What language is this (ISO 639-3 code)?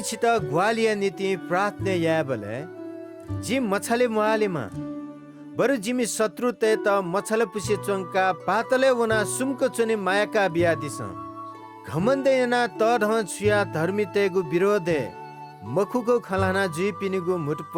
new